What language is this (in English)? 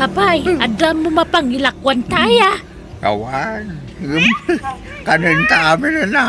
Iloko